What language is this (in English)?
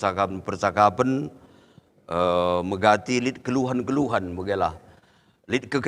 Batak Karo